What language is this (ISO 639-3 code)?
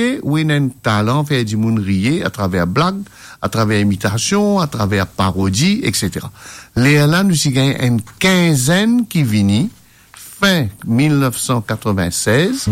mfe